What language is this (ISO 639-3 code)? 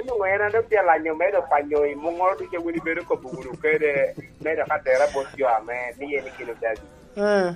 laj